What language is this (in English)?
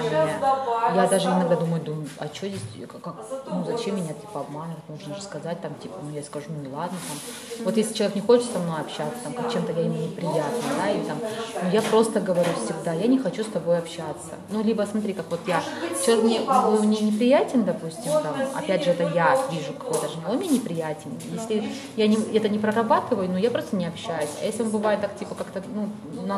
Russian